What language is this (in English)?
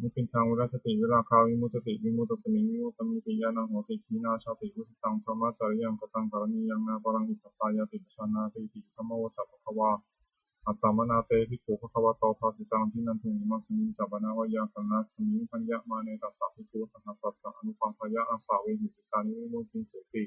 Pali